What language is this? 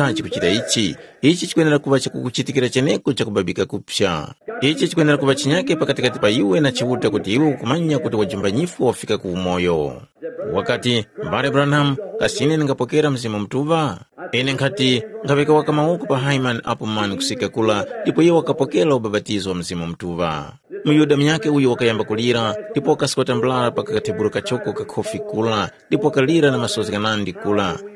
Tumbuka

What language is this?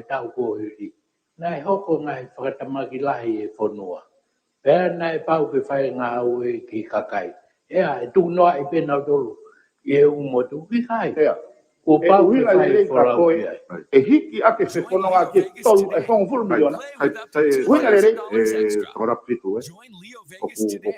Tongan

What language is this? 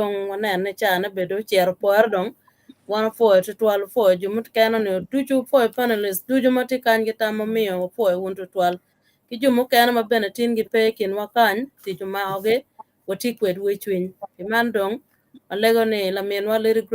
Acoli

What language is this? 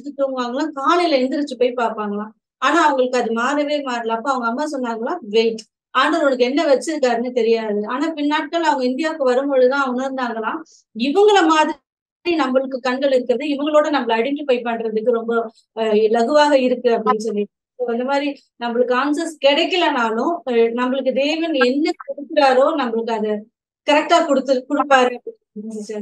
Tamil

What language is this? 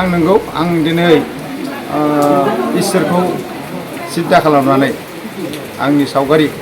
Bodo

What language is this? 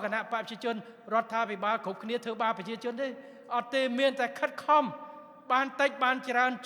Khmer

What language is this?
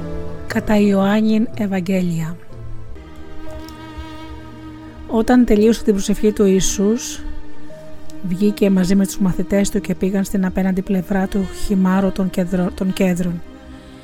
Greek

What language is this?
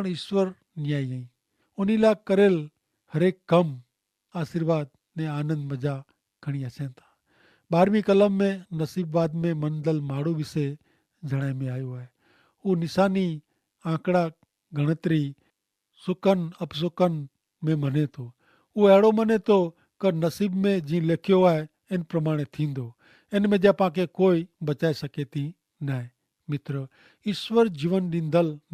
Kachhi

